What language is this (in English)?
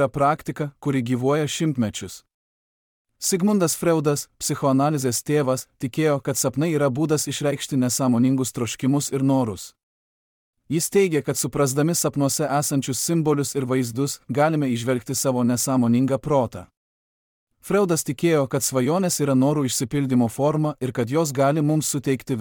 Lithuanian